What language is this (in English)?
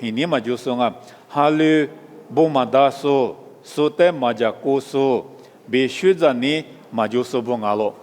Lisu